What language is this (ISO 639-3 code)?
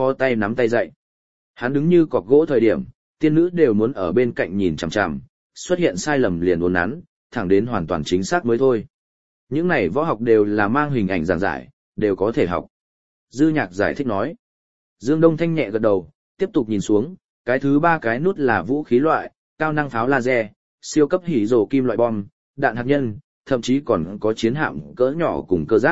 vie